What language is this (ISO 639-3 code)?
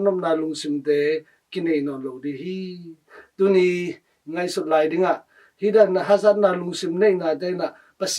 ctd